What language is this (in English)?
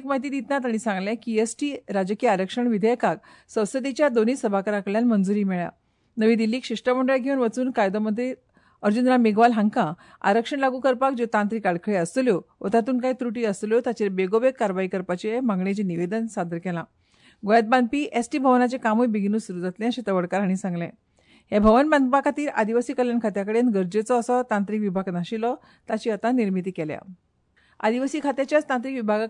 Konkani